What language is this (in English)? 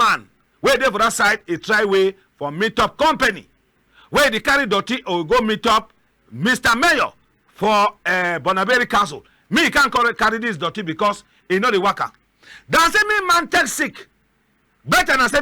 Cameroon Pidgin